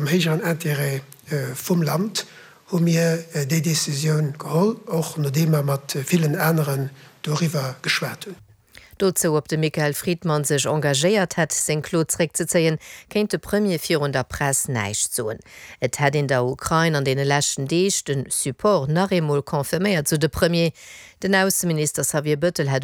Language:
Luxembourgish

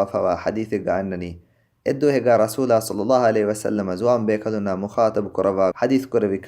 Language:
Divehi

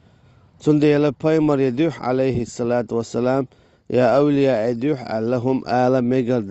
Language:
Chechen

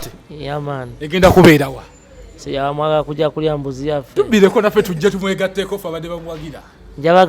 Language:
Ganda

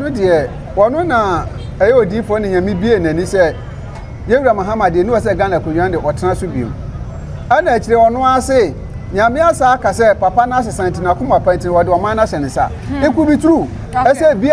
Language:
Akan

